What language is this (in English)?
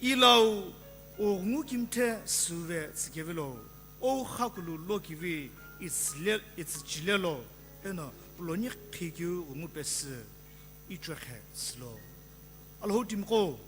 Sumi Naga